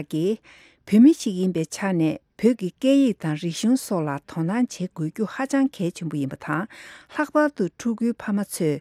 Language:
Tibetan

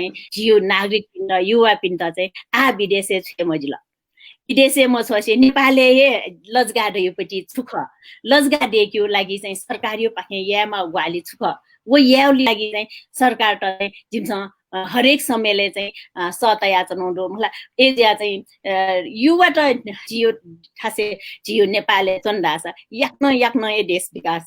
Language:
Newari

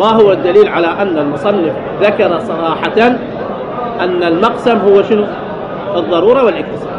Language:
Mesopotamian Arabic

